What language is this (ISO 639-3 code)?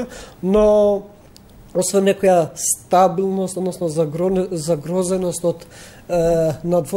mkd